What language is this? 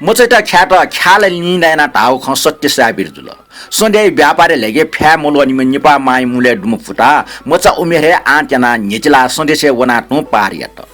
Newari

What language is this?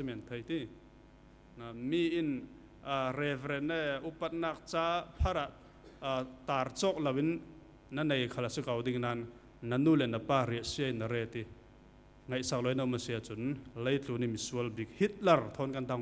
Falam Chin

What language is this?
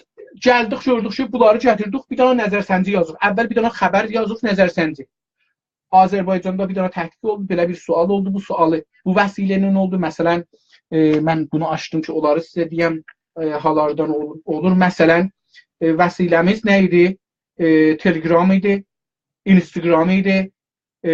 South Azerbaijani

